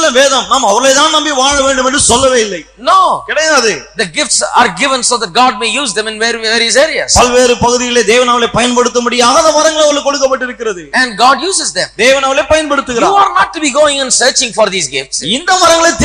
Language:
Tamil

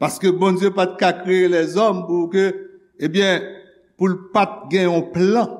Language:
Haitian Creole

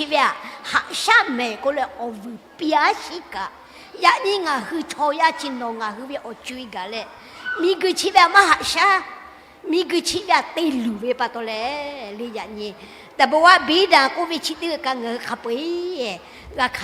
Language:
Lahu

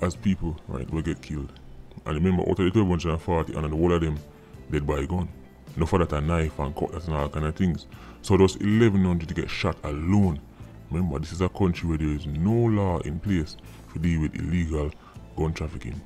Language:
Jamaican Creole English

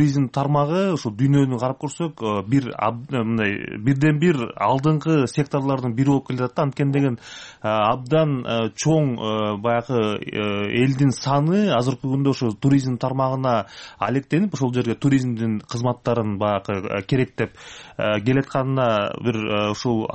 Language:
Kyrgyz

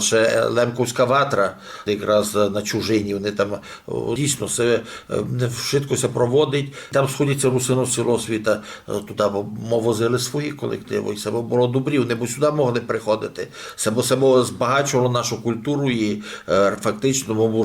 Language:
Rusyn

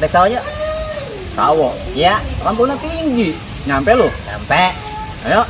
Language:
Betawi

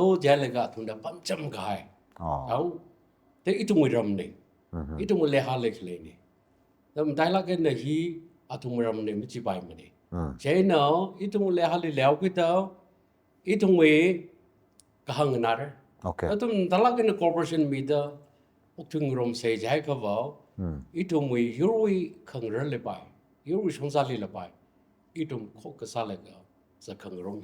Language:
Tangkhul Naga (India)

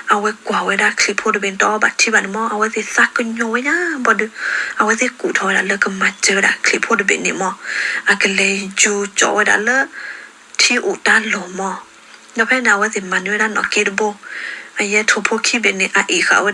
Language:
S'gaw Karen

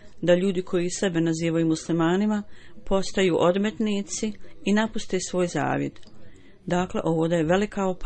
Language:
Bosnian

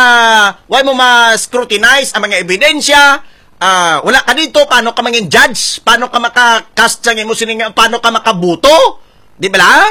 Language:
Hiligaynon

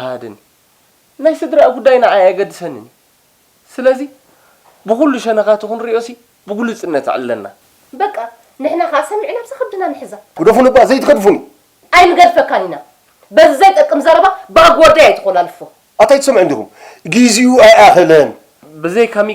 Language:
Tigrinya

